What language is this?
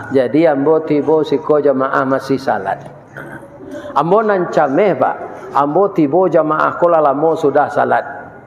Minangkabau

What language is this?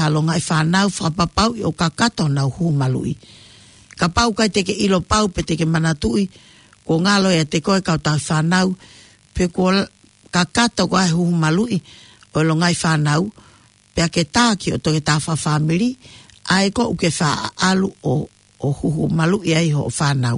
Tongan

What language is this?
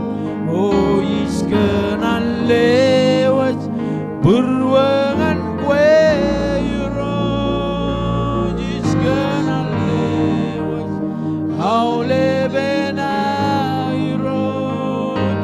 Marshallese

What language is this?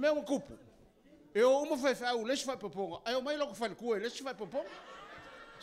Samoan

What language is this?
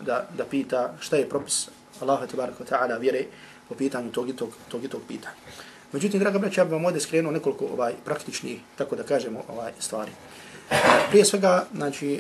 Bosnian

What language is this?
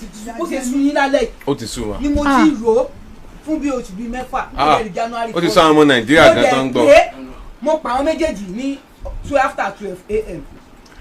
Yoruba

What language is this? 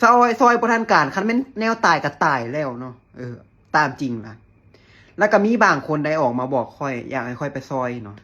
Lao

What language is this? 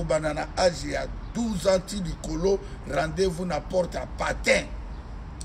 Lingala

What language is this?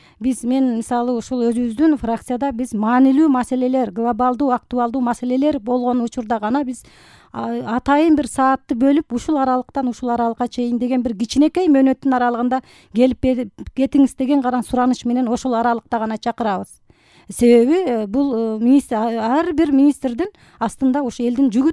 Kyrgyz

